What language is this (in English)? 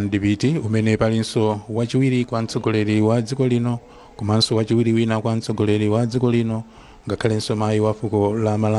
Nyanja